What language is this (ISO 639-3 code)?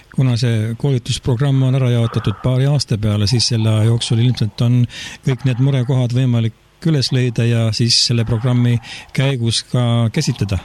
est